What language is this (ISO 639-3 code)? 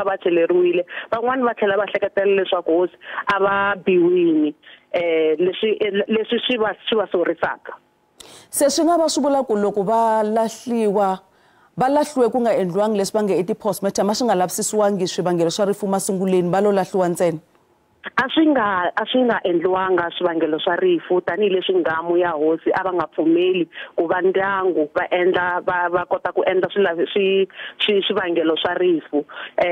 tso